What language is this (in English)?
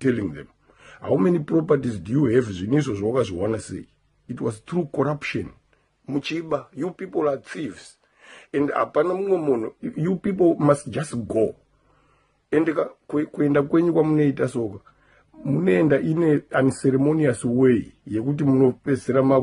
Shona